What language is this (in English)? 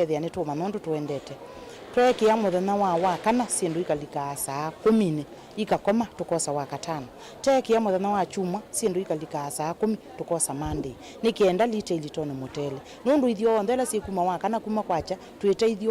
Kamba